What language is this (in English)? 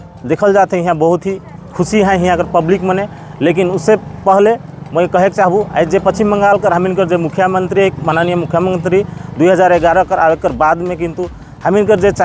Sadri